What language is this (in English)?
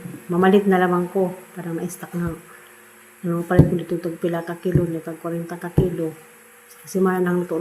Cebuano